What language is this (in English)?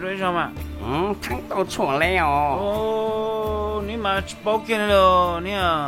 Hmong